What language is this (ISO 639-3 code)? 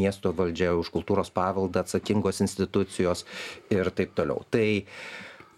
lit